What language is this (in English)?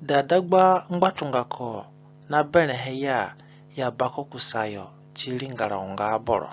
Zande (individual language)